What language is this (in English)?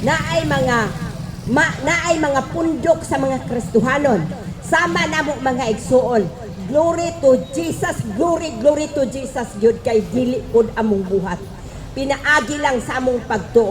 Cebuano